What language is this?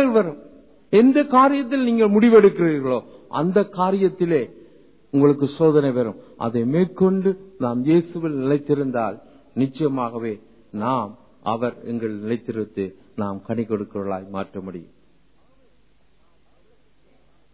Tamil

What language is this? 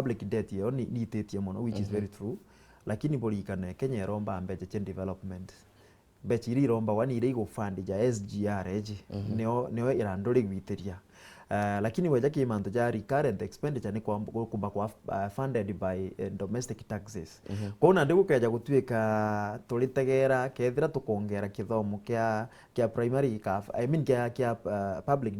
Meru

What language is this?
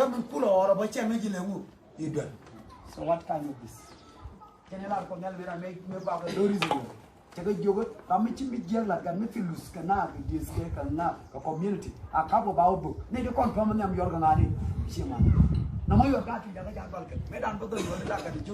Nuer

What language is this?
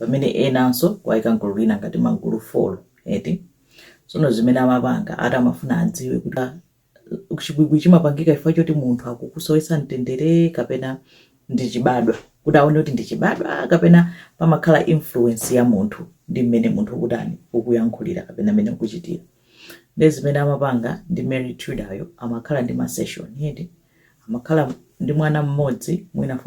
Nyanja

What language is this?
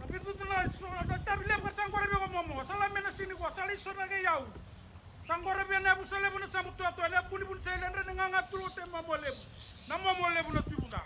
Fijian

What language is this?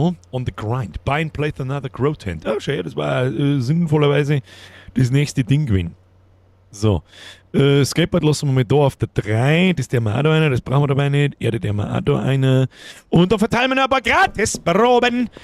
Bavarian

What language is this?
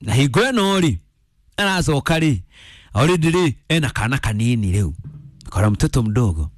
Kikuyu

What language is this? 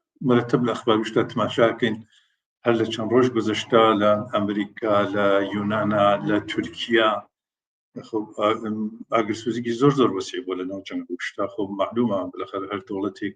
Central Kurdish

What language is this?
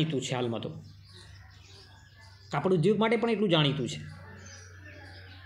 Gujarati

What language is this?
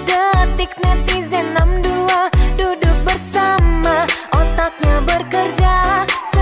Indonesian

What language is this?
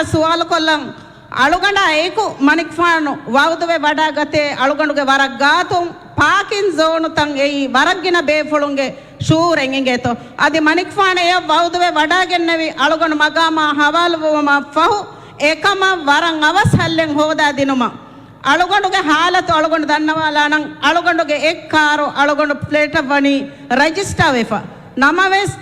Divehi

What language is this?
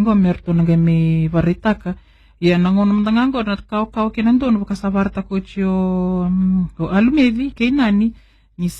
Fijian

